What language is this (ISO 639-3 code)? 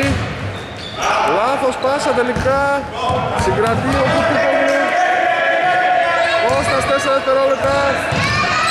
ell